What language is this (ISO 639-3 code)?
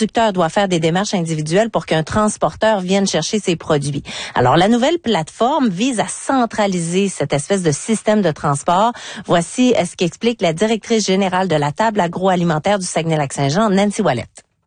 fra